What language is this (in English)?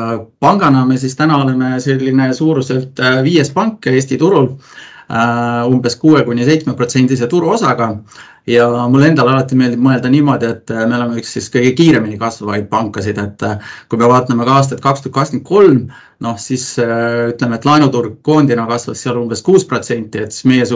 Estonian